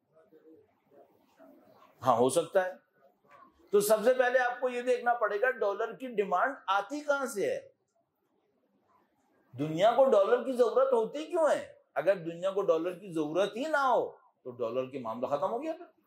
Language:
Urdu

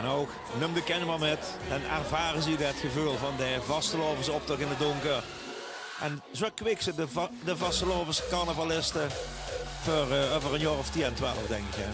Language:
Limburgish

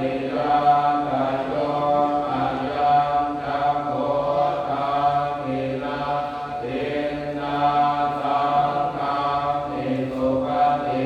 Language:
Pali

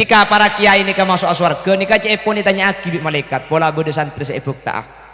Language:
Madurese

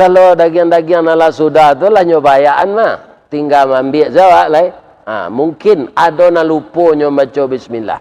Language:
Minangkabau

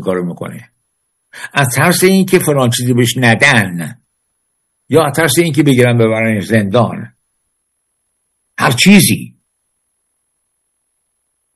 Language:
Persian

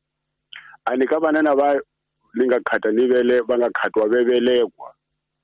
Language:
Tsonga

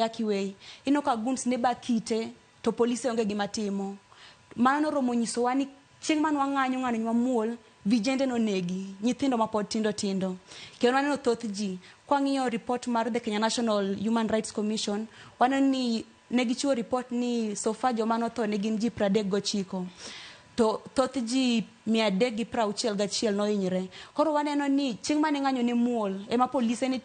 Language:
Luo (Kenya and Tanzania)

